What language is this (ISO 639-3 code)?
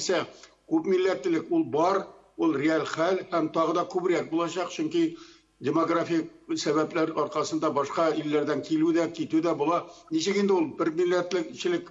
tat